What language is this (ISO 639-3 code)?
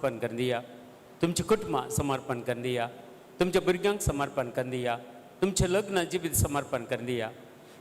kok